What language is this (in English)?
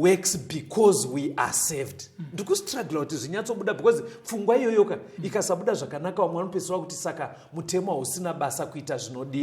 Shona